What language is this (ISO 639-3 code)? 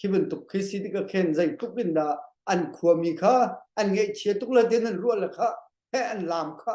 cnh